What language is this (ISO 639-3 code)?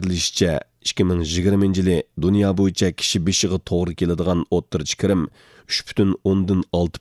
uig